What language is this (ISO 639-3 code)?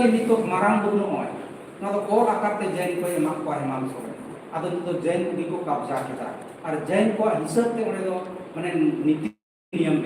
sat